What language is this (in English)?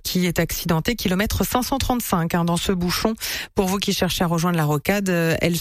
French